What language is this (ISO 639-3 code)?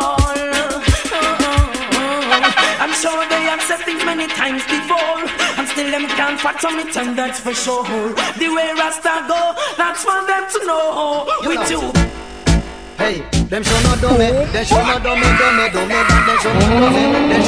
spa